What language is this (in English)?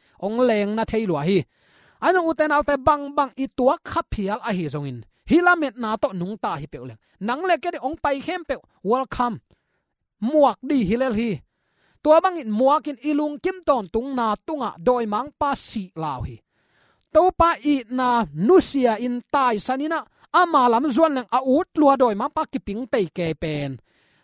Tedim Chin